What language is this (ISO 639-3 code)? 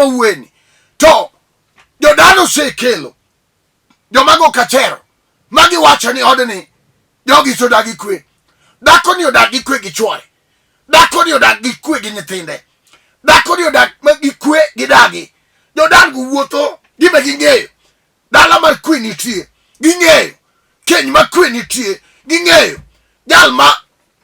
luo